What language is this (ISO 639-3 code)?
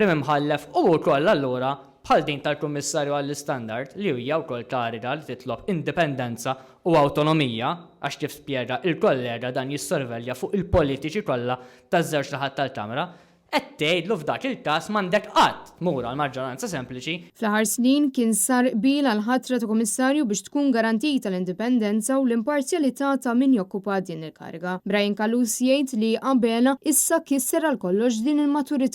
mlt